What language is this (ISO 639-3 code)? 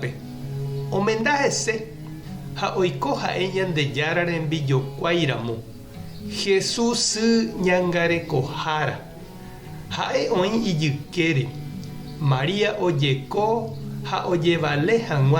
grn